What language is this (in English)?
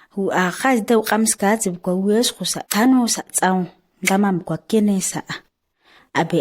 ǁGana